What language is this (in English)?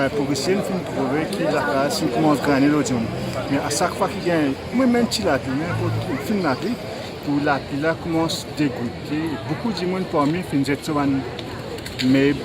Morisyen